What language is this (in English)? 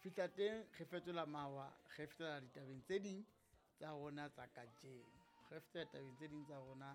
Southern Sotho